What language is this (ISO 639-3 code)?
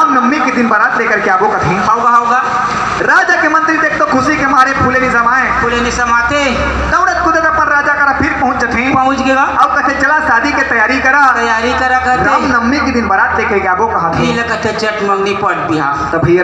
hne